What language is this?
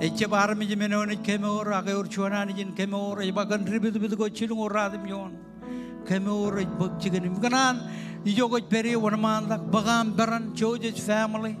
Marshallese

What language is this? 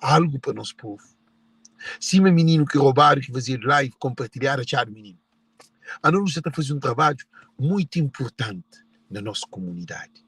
Kabuverdianu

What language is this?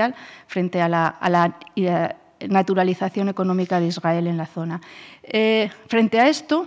Spanish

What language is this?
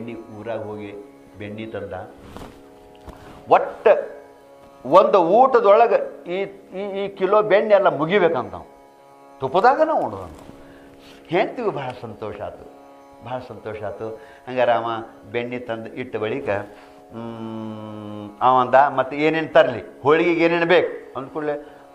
Kannada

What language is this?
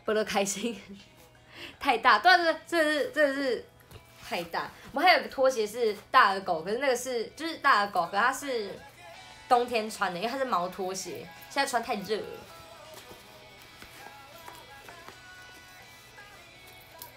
Chinese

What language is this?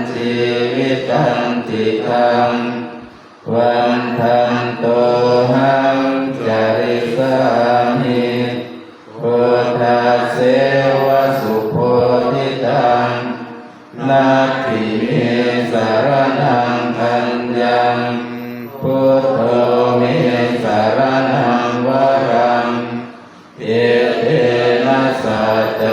Pali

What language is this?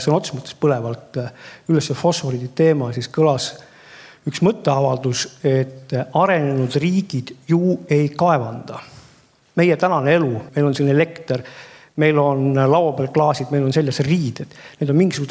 Estonian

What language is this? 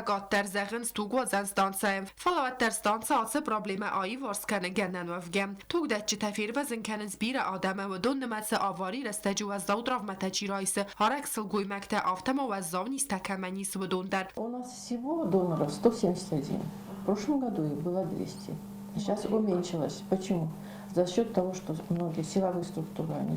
Ossetic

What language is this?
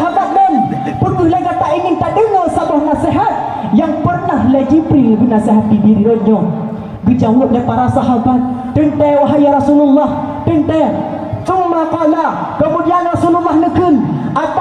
Achinese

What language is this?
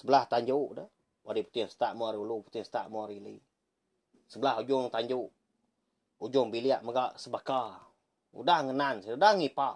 Iban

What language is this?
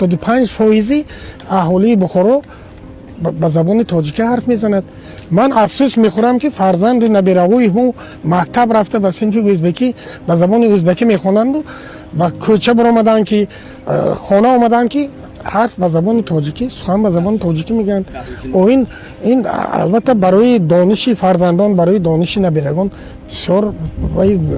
Tajik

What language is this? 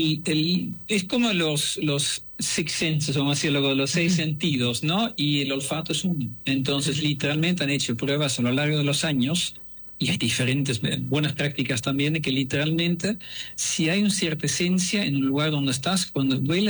Spanish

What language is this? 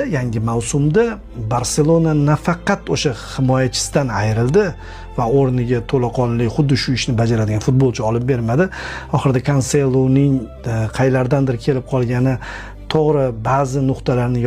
Uzbek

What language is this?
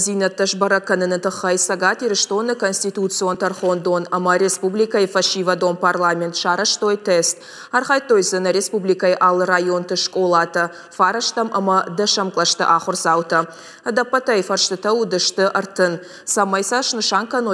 Ossetic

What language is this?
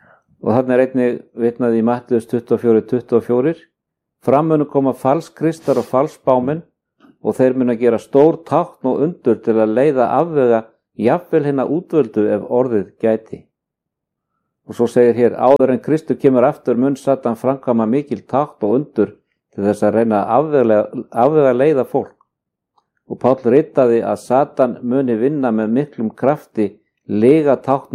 Icelandic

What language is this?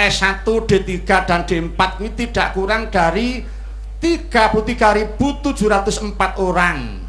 Javanese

